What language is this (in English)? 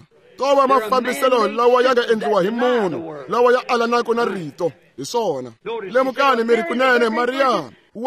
Tsonga